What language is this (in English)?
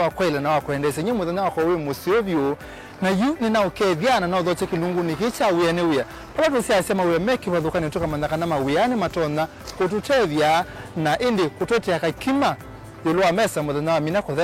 Kamba